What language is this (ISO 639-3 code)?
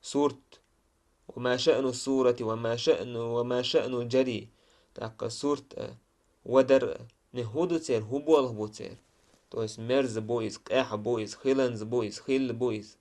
che